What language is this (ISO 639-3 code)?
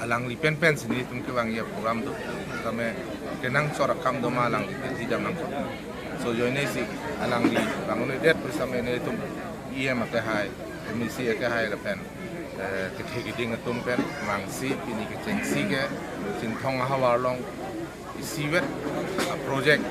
mjw